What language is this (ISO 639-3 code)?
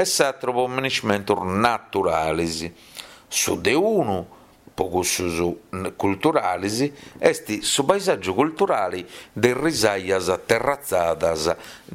srd